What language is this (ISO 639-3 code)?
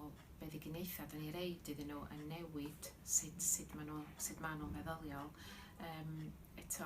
cym